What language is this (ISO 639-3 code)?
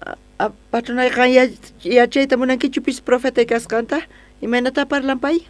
quh